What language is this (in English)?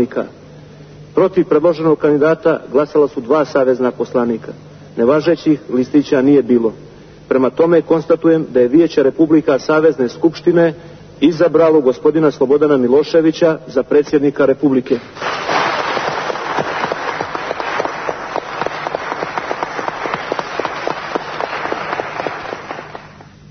Serbian